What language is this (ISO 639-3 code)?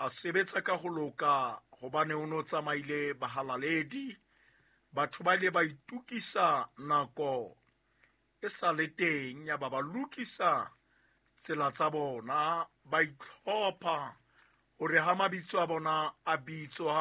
sot